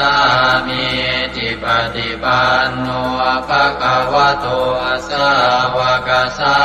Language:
Pali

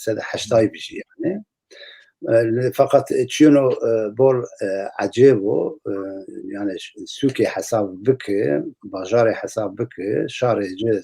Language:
Zaza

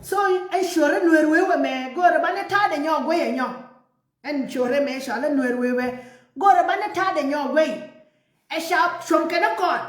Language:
Nuer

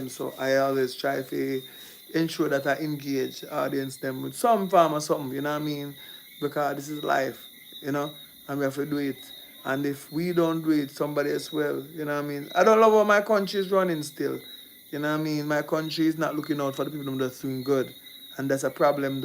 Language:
Jamaican Creole English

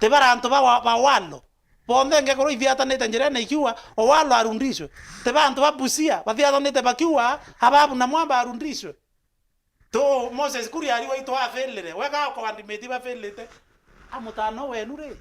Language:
Meru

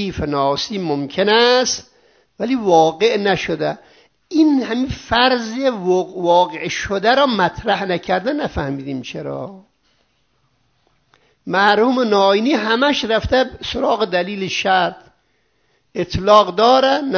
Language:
Persian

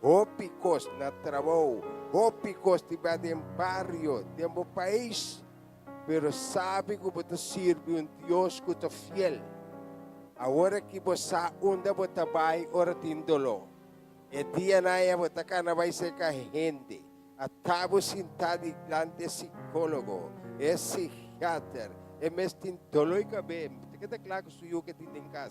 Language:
Papiamento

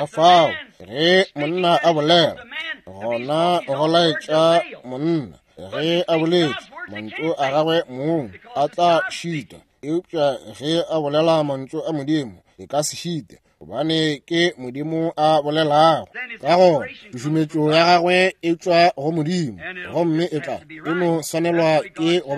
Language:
Northern Sotho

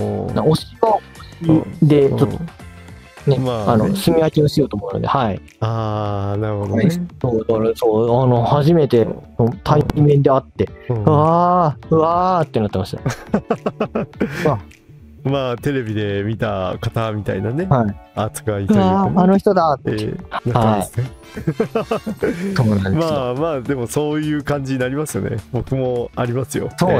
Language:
Japanese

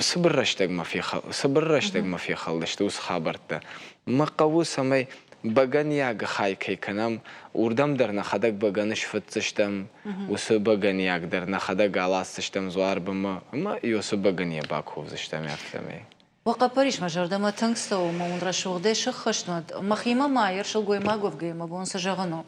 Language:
Ossetic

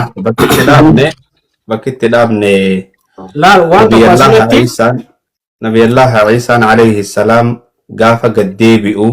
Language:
Oromo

